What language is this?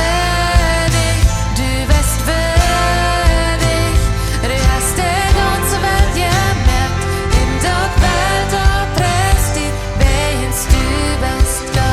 Plautdietsch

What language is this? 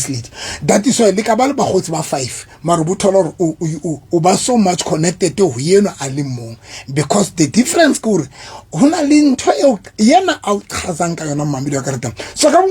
Southern Sotho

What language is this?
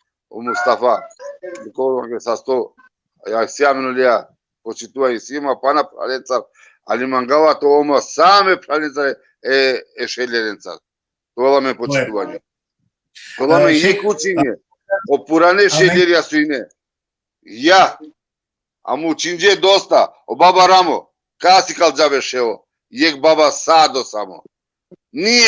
Balkan Romani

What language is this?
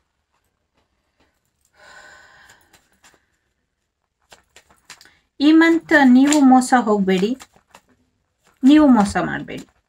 Kannada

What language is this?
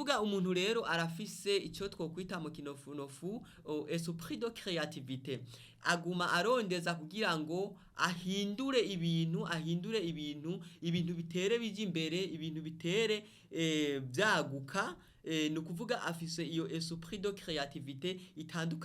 Rundi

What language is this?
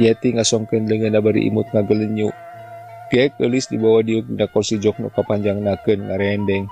Sundanese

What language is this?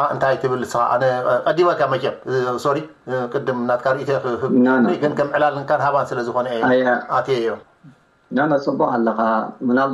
Tigrinya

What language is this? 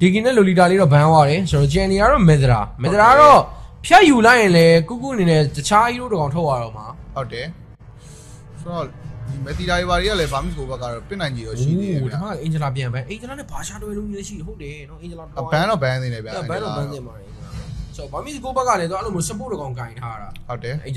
Burmese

